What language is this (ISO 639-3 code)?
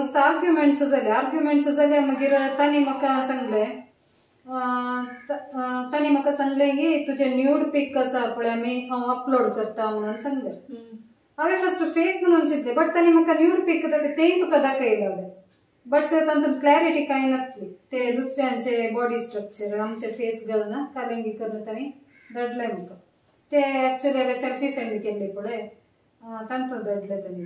kok